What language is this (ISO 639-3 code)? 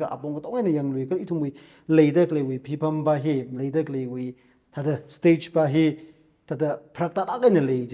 nmf